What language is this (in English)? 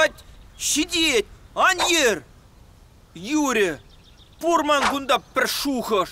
Chuvash